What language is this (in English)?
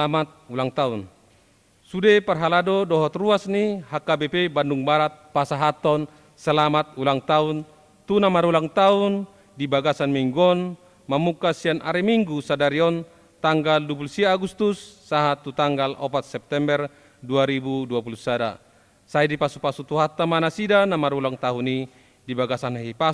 Batak Toba